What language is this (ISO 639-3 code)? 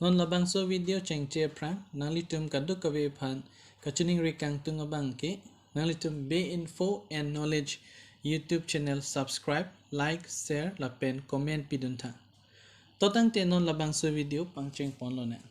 mjw